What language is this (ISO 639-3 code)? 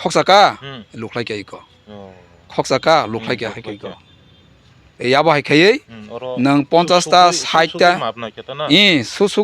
trp